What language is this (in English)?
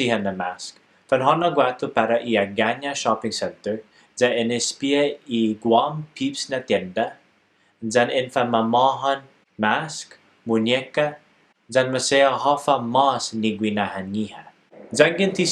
Chamorro